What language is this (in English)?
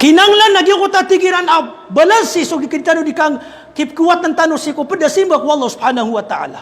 Maranao